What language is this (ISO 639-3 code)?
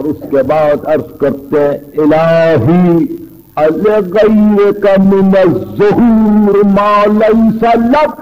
urd